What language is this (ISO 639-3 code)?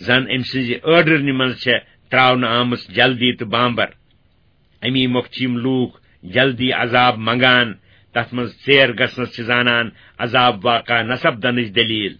kas